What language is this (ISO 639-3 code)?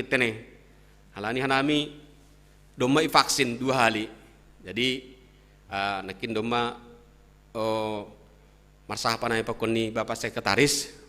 bts